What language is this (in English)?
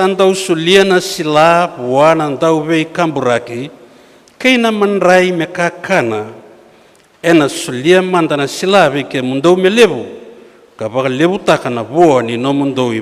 Fijian